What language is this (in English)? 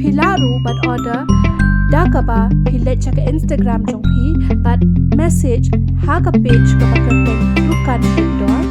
Khasi